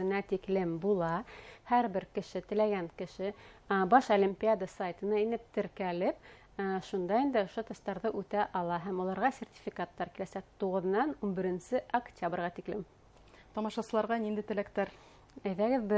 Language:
Bashkir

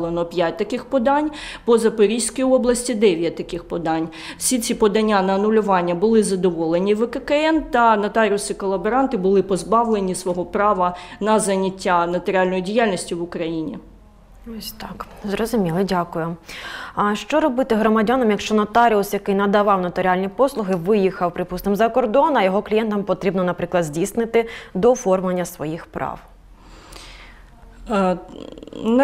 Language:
Ukrainian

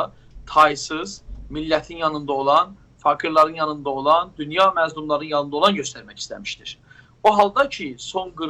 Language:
South Azerbaijani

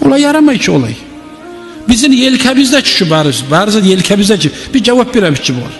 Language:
Kumyk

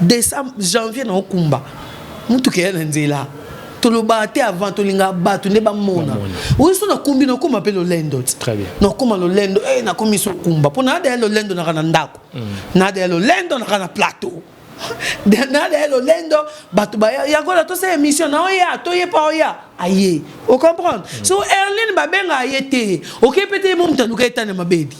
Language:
Lingala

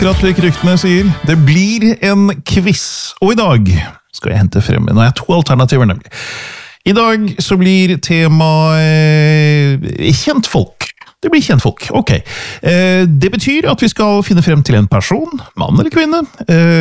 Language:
Norwegian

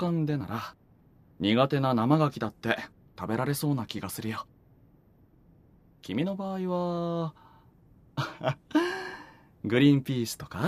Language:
Japanese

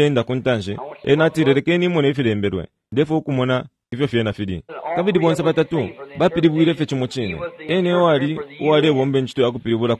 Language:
Bemba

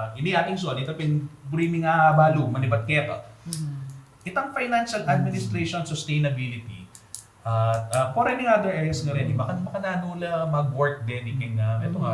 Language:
Pampanga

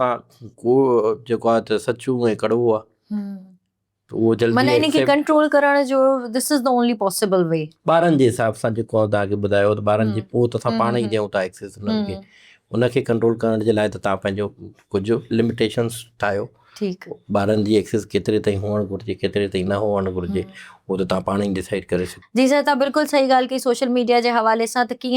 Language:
Sindhi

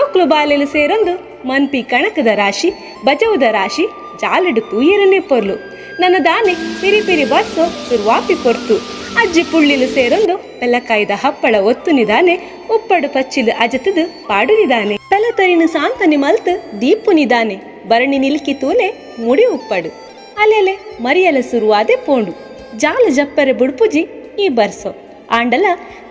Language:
Tulu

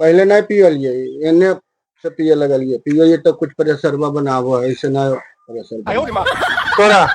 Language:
Magahi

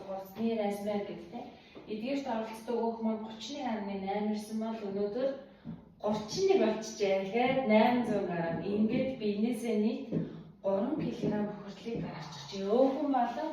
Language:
Mongolian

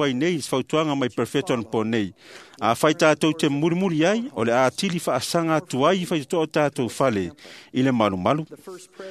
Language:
Samoan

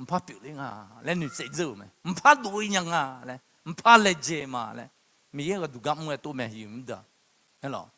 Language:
Akha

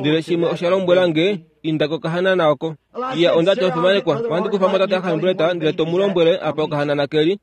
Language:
Kuanyama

